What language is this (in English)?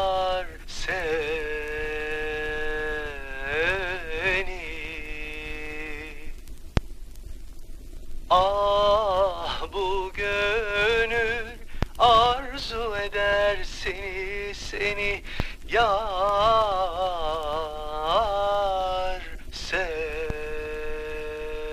Turkish